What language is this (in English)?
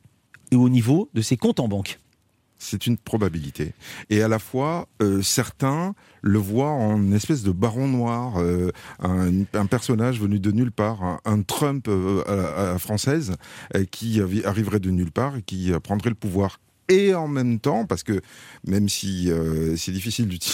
French